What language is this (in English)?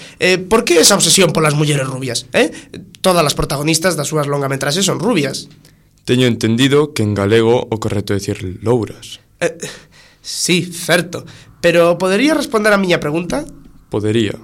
Galician